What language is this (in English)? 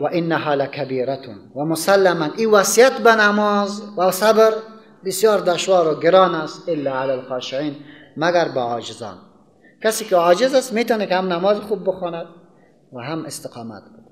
Persian